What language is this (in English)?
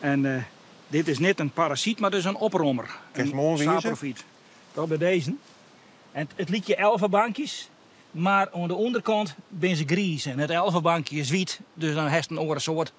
Western Frisian